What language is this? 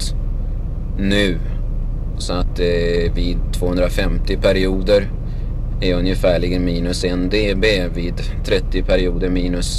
Swedish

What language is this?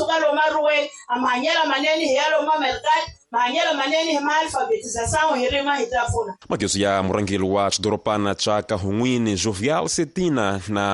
Tsonga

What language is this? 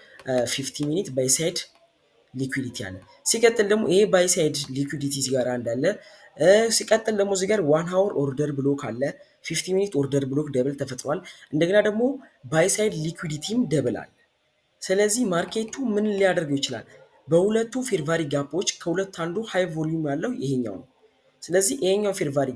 Amharic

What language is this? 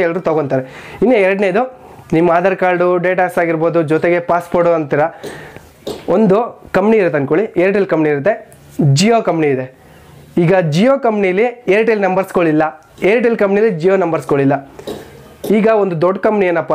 Kannada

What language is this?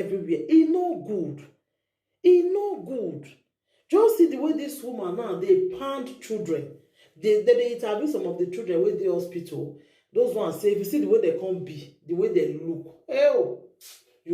Nigerian Pidgin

